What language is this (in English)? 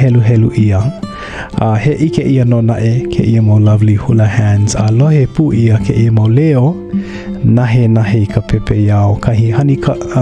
Hawaiian